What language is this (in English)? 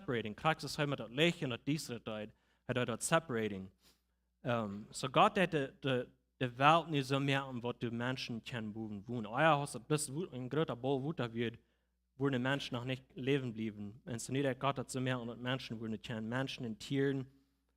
Plautdietsch